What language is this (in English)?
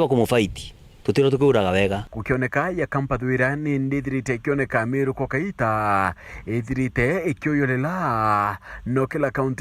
Meru